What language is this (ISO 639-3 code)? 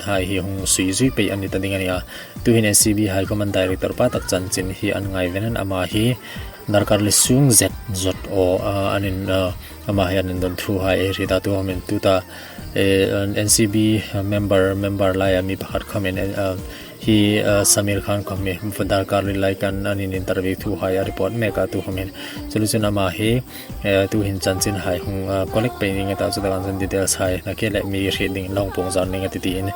hmr